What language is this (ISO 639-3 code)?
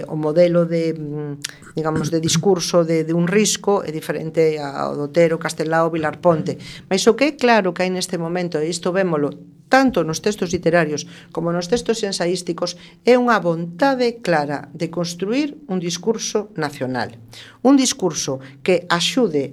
glg